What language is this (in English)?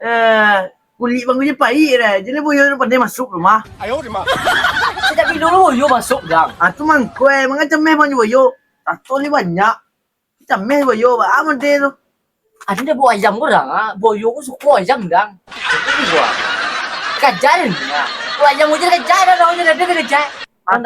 Minangkabau